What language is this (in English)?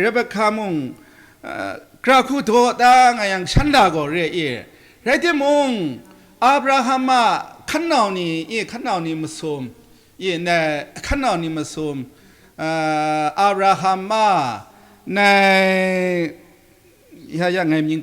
Kachin